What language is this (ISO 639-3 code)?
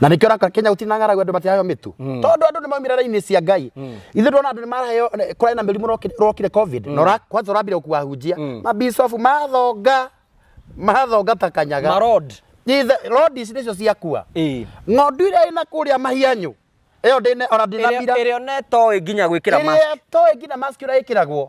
kik